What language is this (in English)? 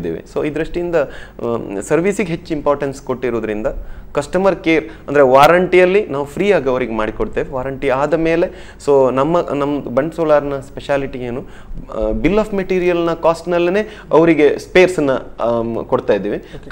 Kannada